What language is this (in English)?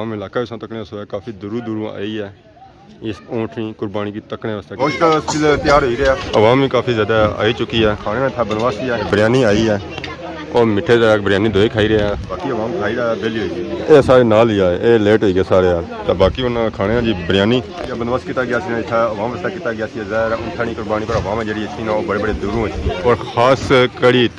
Pahari-Potwari